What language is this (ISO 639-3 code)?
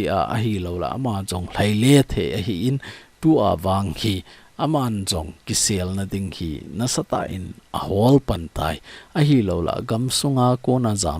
tcz